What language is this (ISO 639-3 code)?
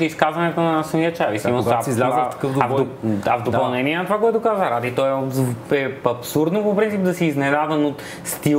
bul